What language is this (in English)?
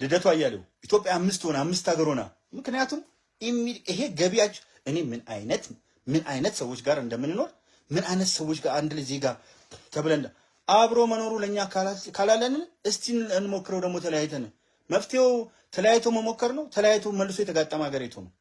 Amharic